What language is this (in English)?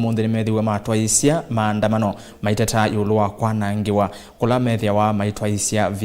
Kamba